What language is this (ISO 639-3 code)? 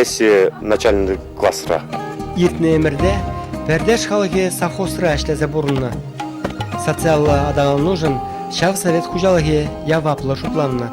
chv